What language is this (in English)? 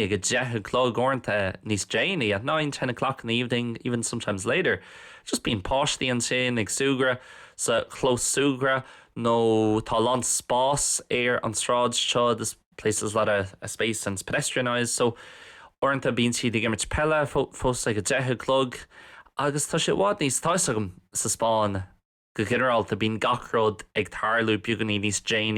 Irish